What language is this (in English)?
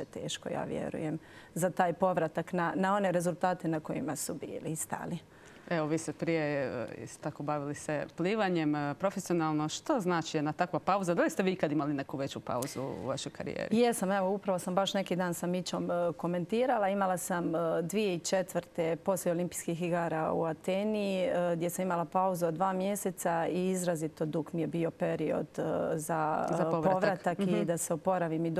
Croatian